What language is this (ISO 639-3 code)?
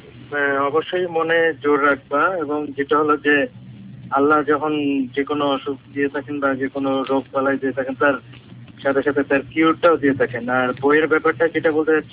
ben